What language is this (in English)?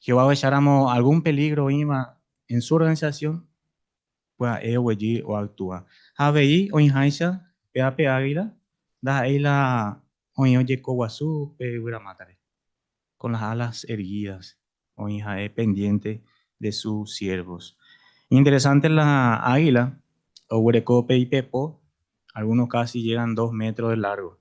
Guarani